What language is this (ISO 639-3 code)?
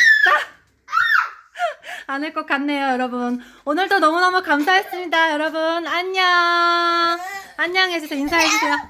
kor